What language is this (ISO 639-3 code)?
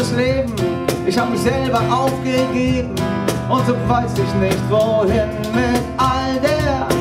deu